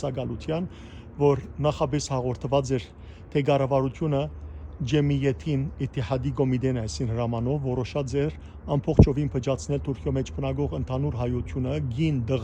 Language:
Western Armenian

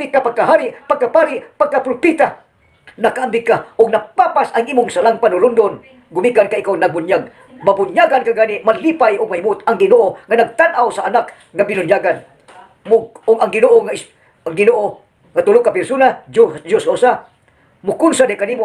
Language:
Cebuano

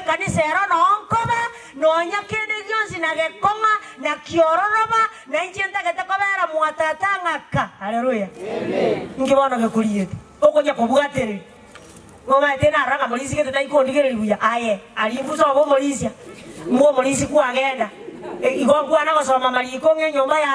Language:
Gusii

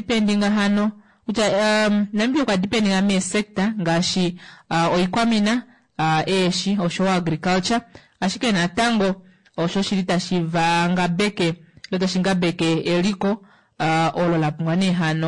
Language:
Kuanyama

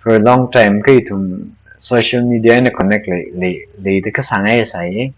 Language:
Tangkhul Naga (India)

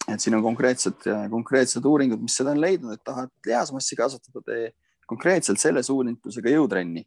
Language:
Estonian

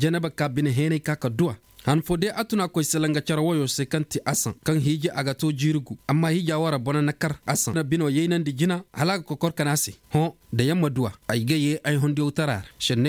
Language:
Koyraboro Senni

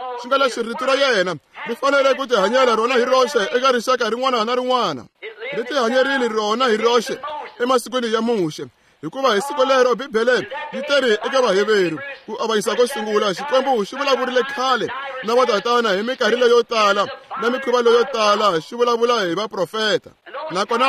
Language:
Tsonga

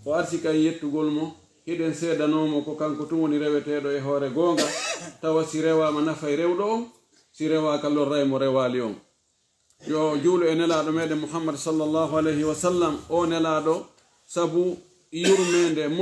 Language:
Pular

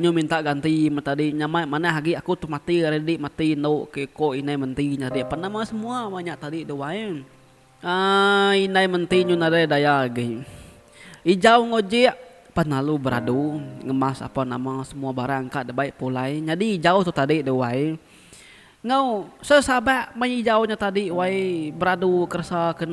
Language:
Iban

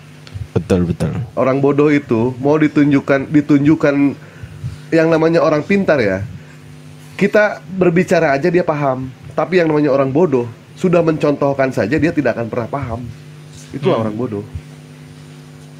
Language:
Indonesian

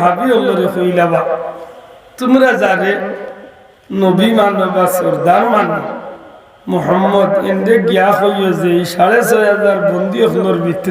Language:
Sylheti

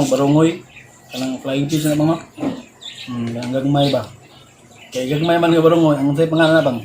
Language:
Cebuano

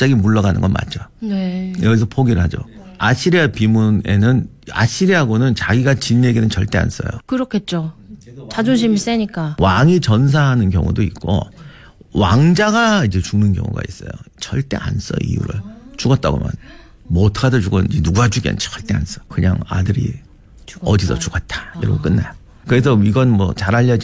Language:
Korean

